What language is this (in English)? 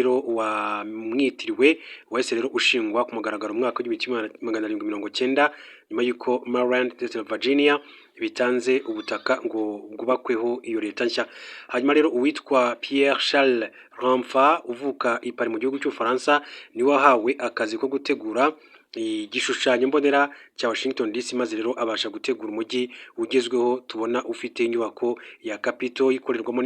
Kinyarwanda